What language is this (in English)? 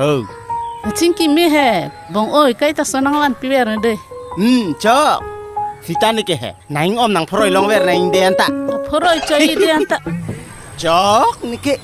Karbi